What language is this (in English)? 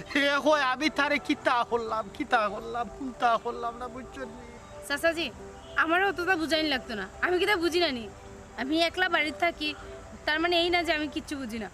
Sylheti